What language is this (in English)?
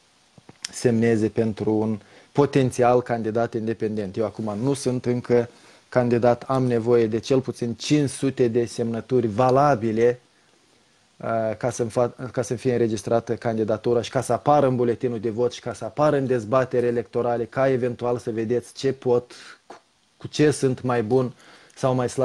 Romanian